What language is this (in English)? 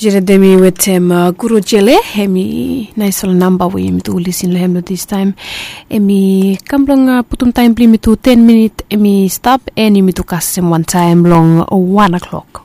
Bislama